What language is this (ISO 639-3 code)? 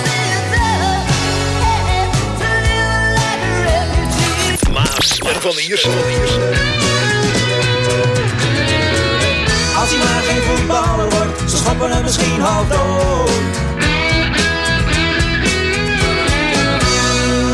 nld